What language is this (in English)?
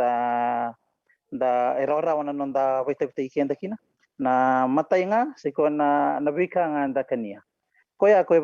Fijian